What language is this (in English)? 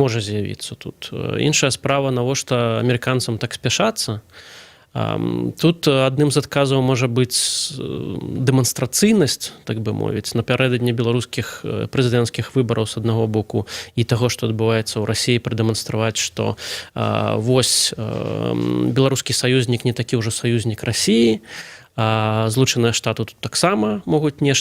Belarusian